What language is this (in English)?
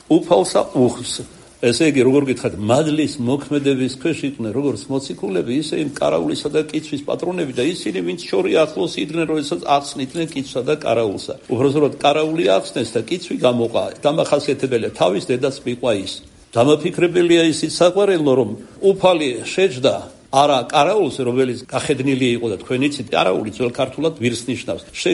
Georgian